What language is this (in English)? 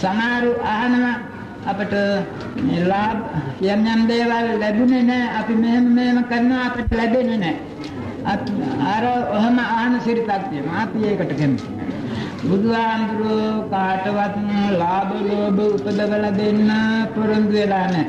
Sinhala